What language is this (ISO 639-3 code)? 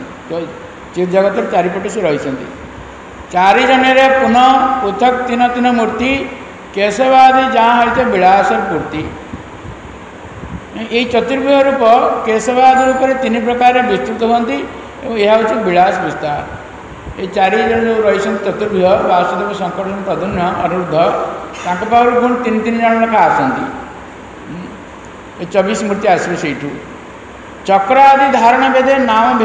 ori